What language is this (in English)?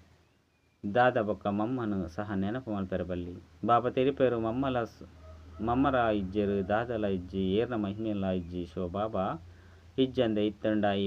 Tulu